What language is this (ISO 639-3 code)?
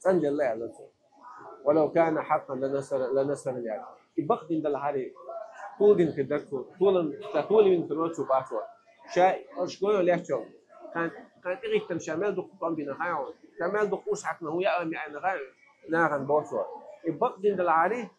che